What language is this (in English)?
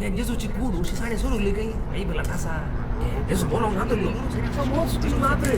Konkani